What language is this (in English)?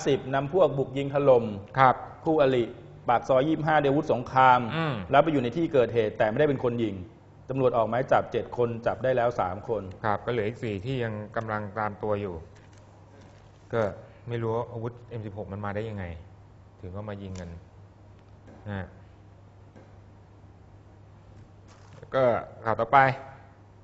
Thai